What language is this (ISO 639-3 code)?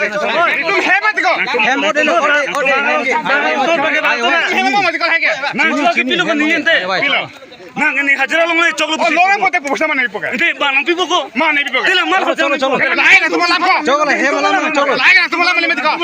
mjw